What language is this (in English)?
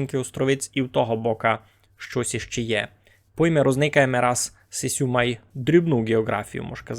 Rusyn